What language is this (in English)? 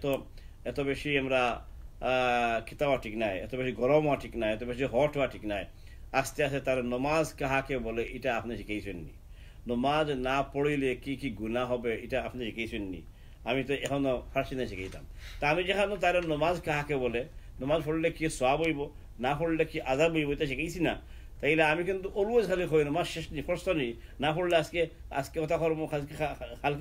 Sylheti